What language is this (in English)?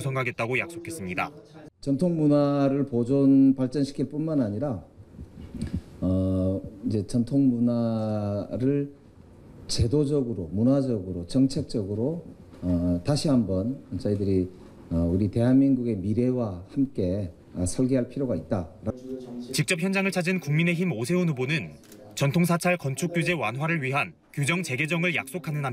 Korean